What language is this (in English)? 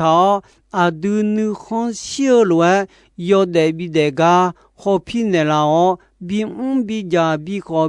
Akha